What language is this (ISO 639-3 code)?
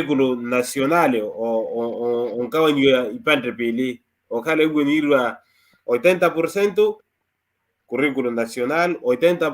vmw